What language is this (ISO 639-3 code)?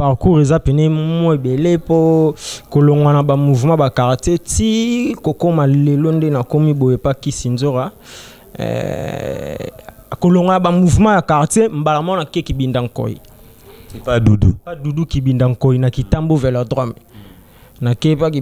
lin